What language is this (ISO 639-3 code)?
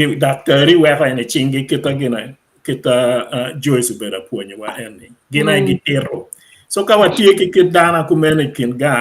ach